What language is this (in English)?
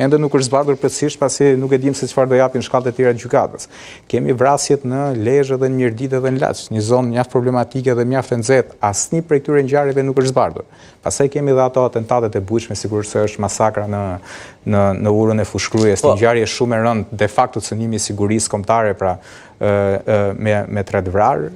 Albanian